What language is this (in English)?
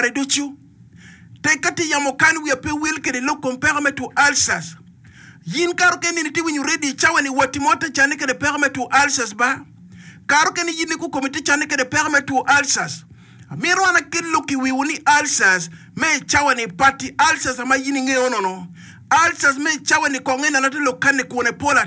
Acoli